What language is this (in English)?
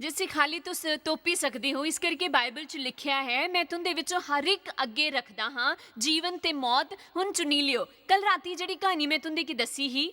Dogri